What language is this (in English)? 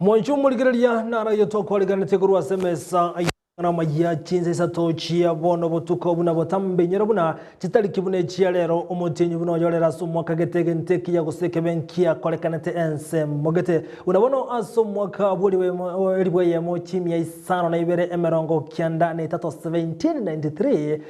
Gusii